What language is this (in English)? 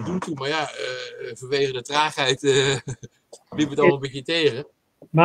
Dutch